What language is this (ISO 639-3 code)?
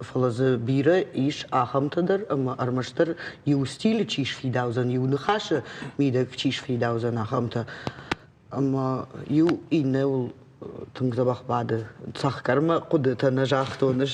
oss